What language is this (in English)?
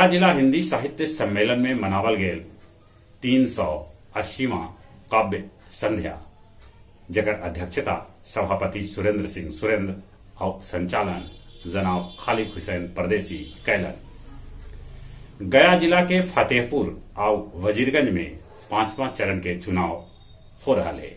Magahi